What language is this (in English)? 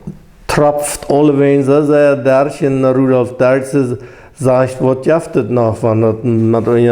Plautdietsch